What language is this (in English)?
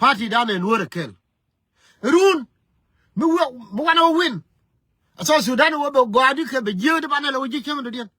Nuer